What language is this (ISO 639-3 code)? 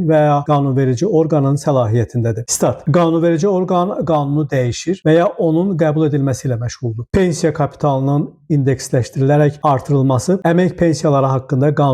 aze